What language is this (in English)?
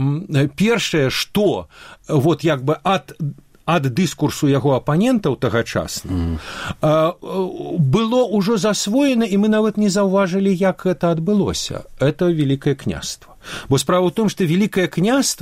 Belarusian